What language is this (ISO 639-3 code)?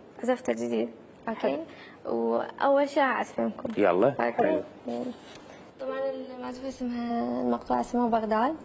acm